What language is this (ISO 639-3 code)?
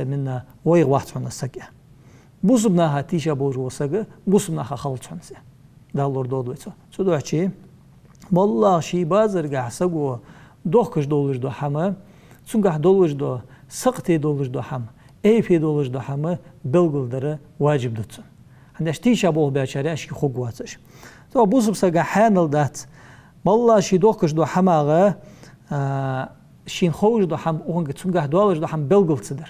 inh